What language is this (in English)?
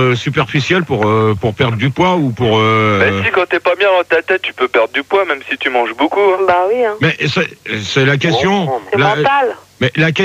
French